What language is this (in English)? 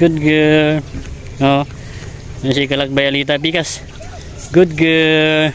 Cebuano